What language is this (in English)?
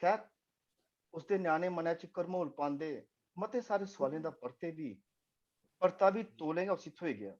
Dogri